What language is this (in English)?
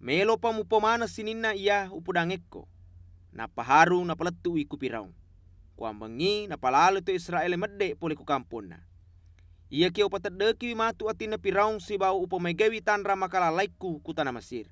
Buginese